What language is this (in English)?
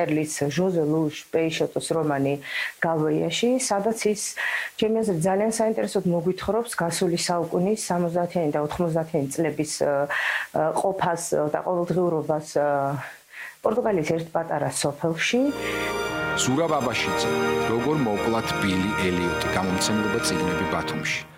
Georgian